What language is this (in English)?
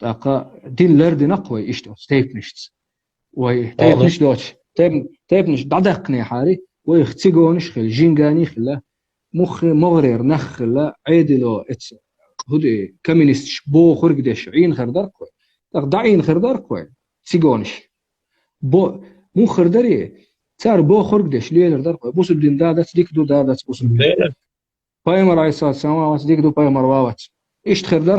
Chechen